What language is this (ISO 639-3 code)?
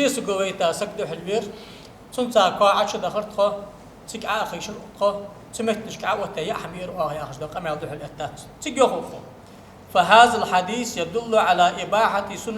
inh